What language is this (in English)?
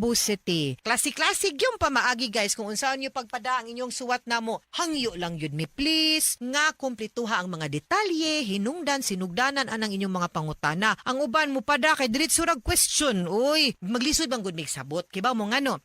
Cebuano